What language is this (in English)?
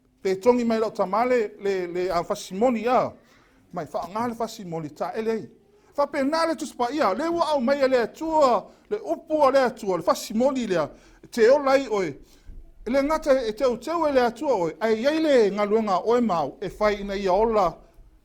Samoan